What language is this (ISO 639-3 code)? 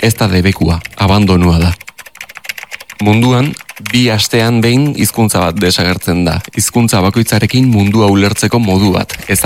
eus